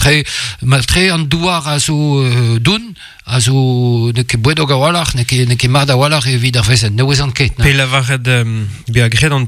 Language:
Breton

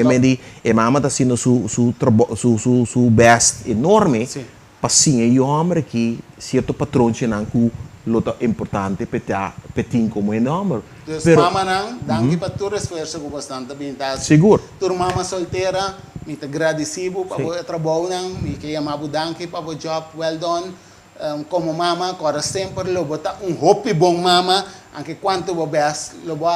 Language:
Papiamento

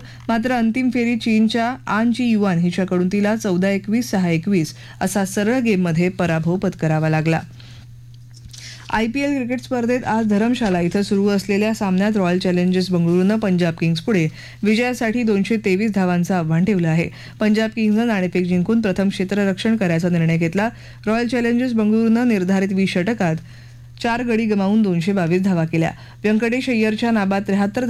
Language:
Marathi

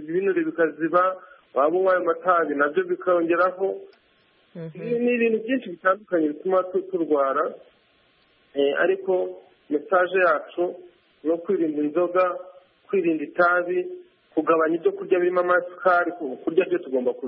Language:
Kinyarwanda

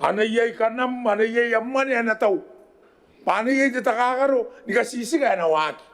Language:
Gilbertese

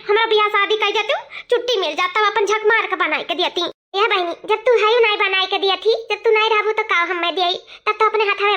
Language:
Awadhi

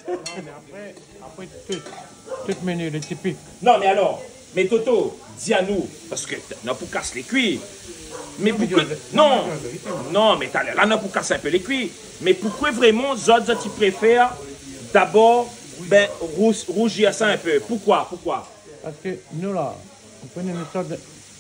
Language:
Réunion Creole French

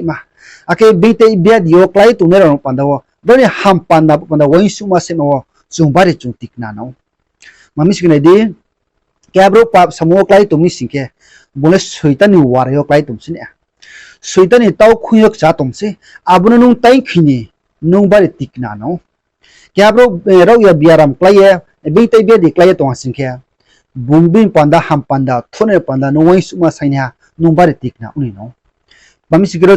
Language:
Riang (India)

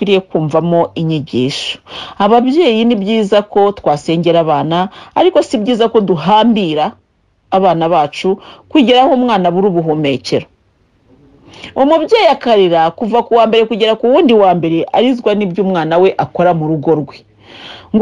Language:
Kinyarwanda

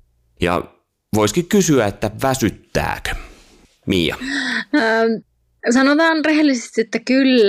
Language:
Finnish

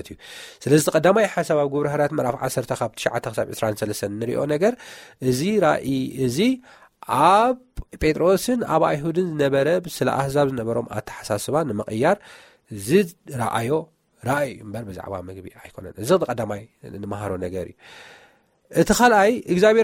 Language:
Tigrinya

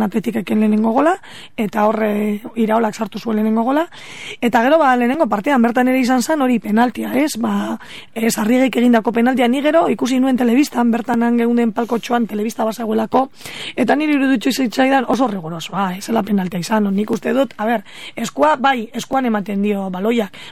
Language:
Basque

